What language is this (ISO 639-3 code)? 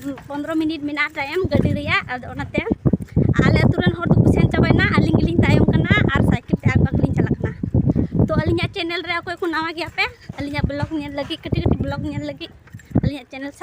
sat